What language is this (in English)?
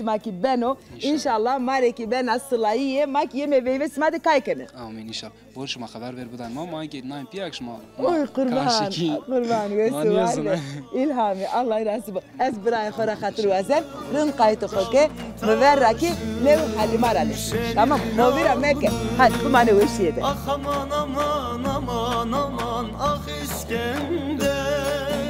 Zaza